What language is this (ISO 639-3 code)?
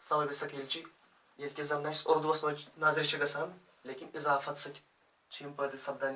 kas